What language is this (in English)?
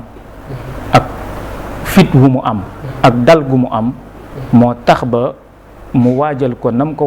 Wolof